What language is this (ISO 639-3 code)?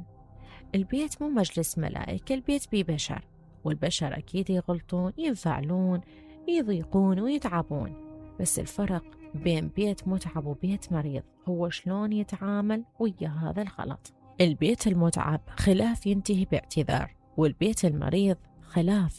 acm